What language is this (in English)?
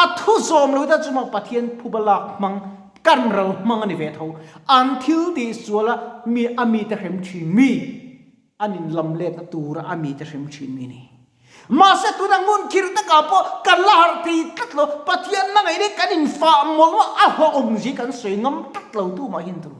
Mizo